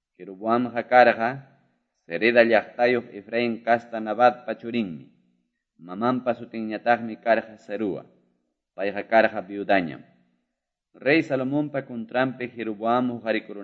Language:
Ayacucho Quechua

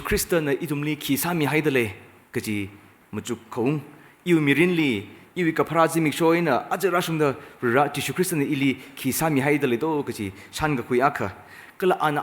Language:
Tangkhul Naga (India)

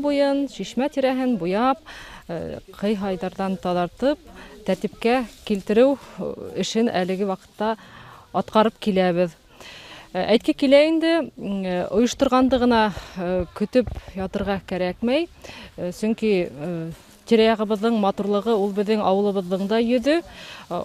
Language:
Bashkir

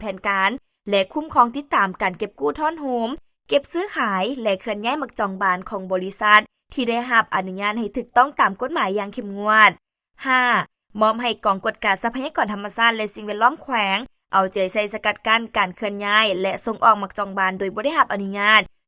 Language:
Lao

